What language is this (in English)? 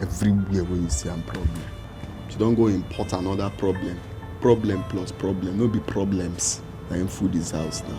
Nigerian Pidgin